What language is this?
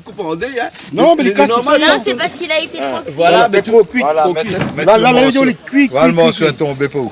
Réunion Creole French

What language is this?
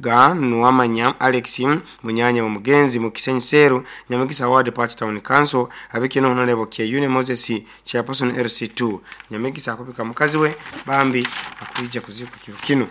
Nyoro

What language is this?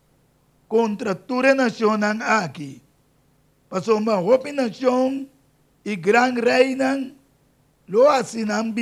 Papiamento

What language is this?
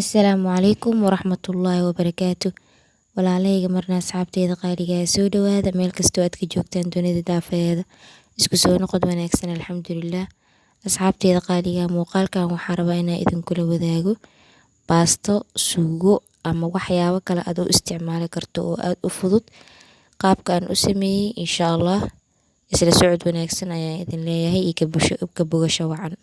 Somali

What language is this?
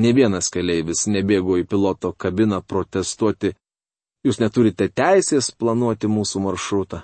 Lithuanian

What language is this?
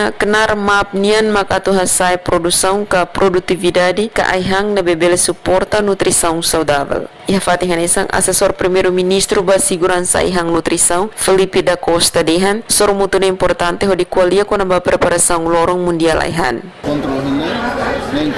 Tetum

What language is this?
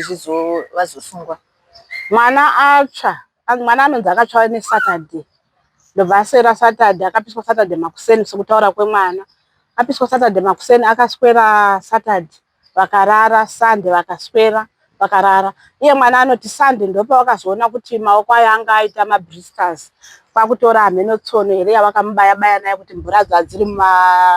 Shona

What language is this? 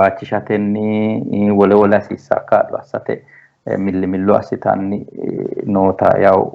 Sidamo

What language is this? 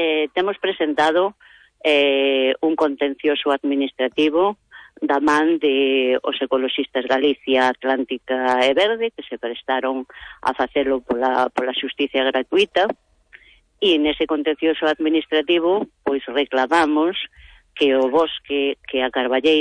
Galician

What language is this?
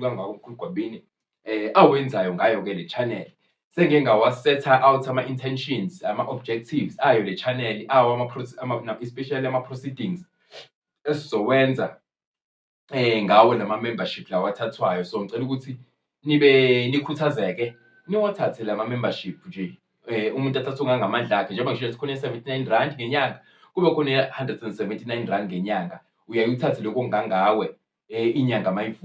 Zulu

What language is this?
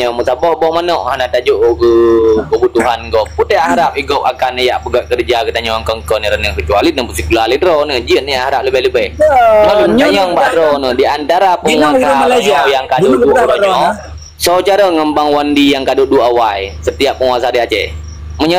Achinese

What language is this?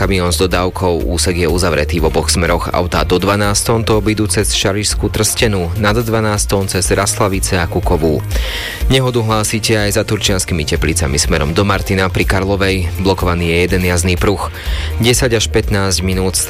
Slovak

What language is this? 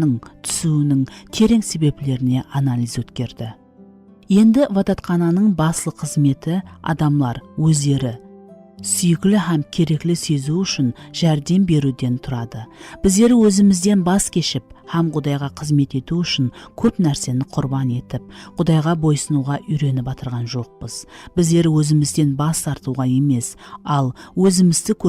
Kara-Kalpak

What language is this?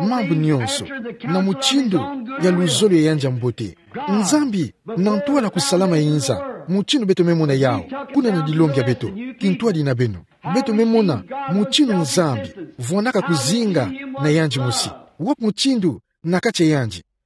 Kituba (Democratic Republic of Congo)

